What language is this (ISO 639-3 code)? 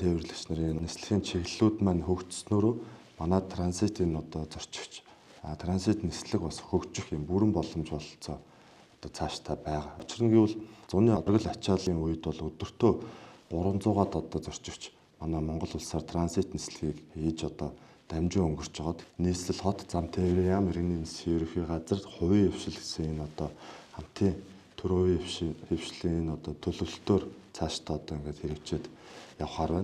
mon